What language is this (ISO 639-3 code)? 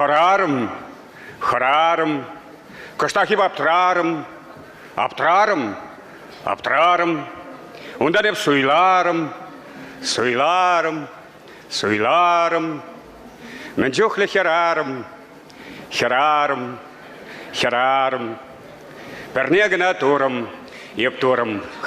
chv